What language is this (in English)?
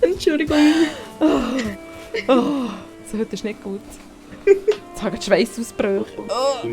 Swiss German